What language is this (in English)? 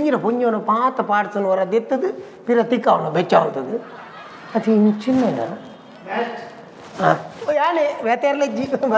Tulu